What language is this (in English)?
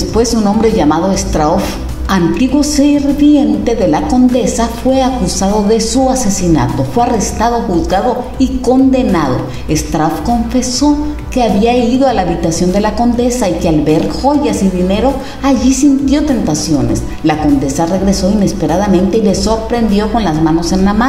Spanish